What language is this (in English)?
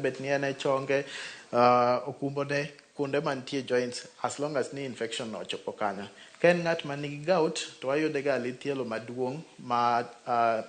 Luo (Kenya and Tanzania)